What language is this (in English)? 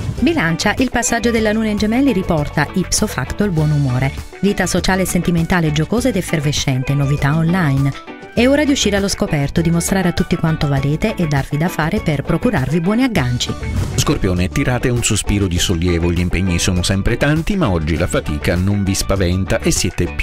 Italian